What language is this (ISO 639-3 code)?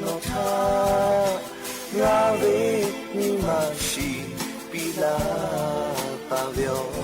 lhu